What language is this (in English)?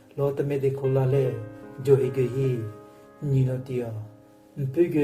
Southern Rengma Naga